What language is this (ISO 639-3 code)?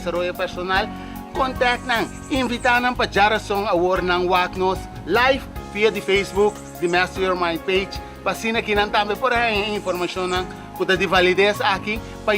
pap